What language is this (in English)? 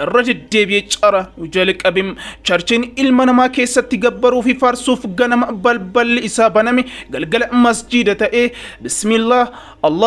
Oromo